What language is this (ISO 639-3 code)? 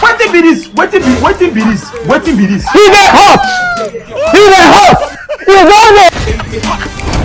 pcm